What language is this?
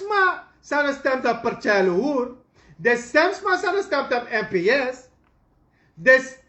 Sranan Tongo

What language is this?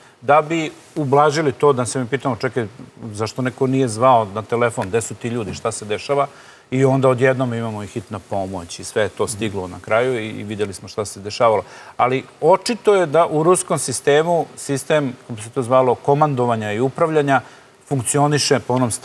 Serbian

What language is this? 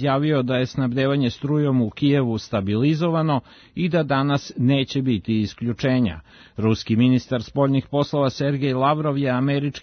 Serbian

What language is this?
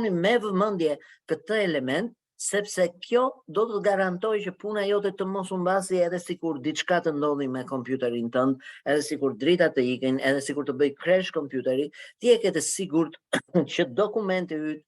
Albanian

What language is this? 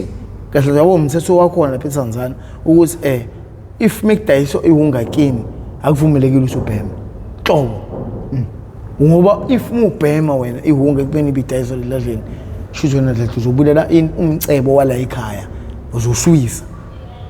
Zulu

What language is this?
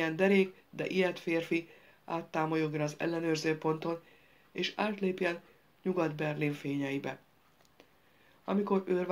Hungarian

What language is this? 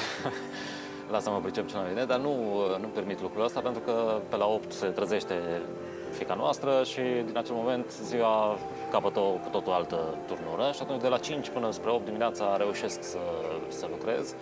Romanian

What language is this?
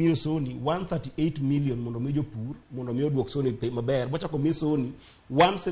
Luo (Kenya and Tanzania)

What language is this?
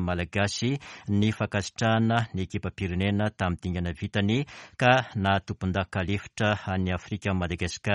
Malagasy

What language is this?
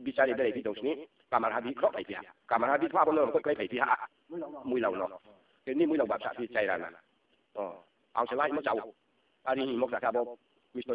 Riang (India)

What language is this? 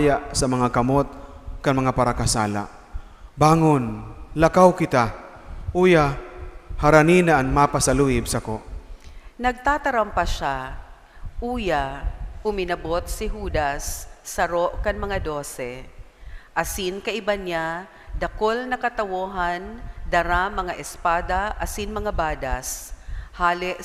Bikol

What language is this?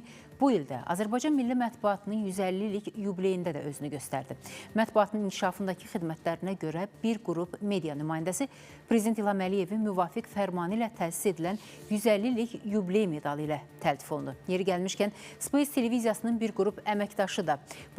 Azerbaijani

